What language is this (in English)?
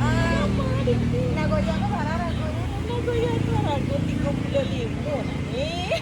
Minangkabau